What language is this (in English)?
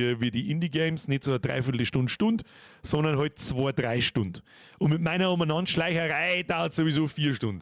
Bavarian